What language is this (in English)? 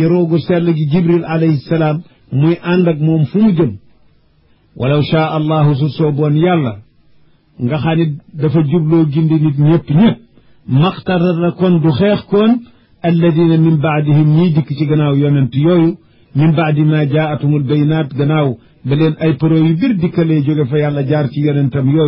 Wolof